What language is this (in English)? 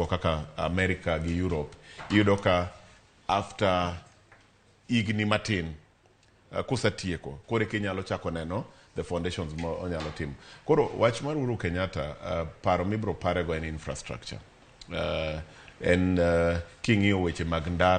Luo (Kenya and Tanzania)